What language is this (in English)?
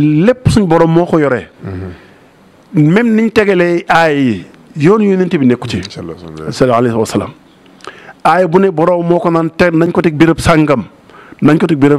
Wolof